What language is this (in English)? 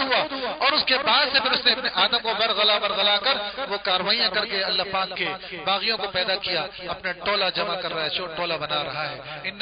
Urdu